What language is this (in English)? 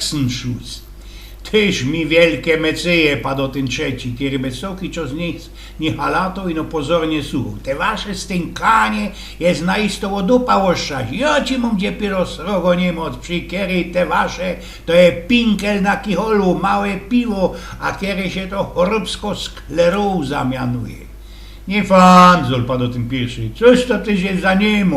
Silesian